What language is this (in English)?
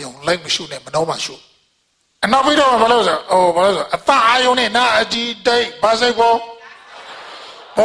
Burmese